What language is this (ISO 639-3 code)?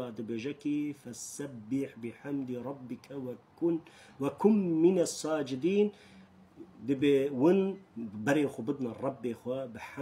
kur